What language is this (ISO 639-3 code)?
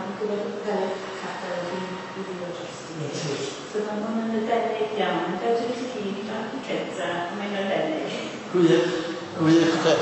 cym